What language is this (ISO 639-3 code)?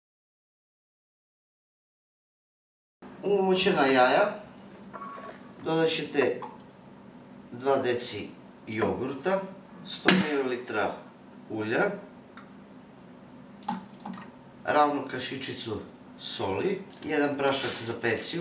srp